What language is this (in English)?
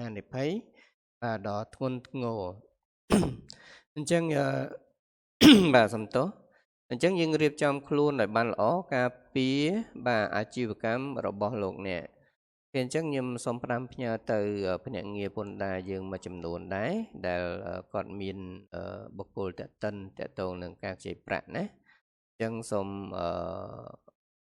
Khmer